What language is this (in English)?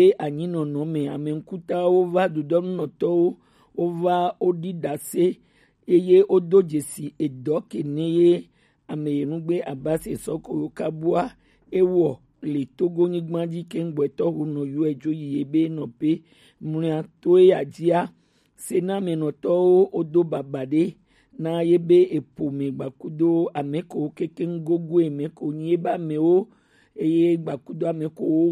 Gen